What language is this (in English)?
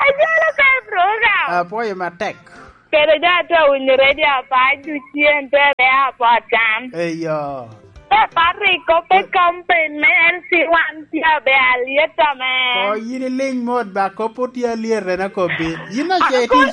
Lango (Uganda)